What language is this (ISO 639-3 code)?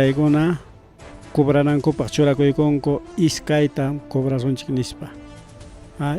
quy